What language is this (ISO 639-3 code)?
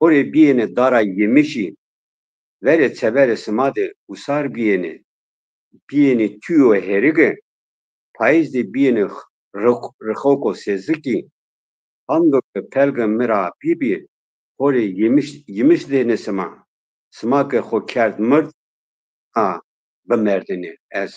zza